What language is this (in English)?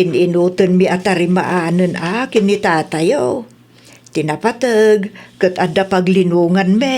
Iloko